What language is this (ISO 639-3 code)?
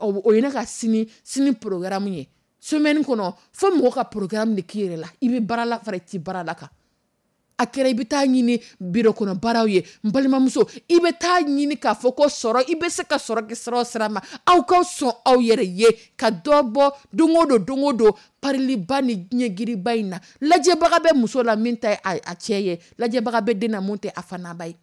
dyu